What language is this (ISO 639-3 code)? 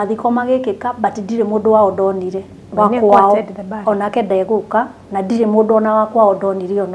kik